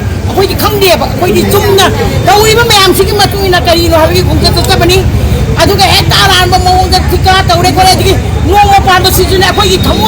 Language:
Manipuri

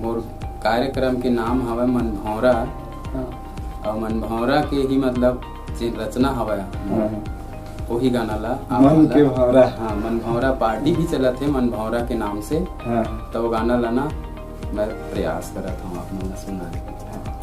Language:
Chhattisgarhi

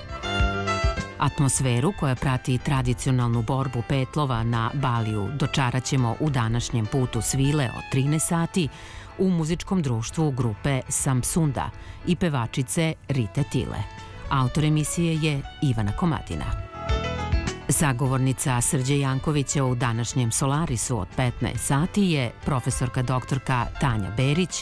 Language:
Serbian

